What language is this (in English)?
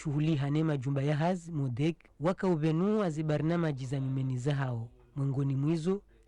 Ngazidja Comorian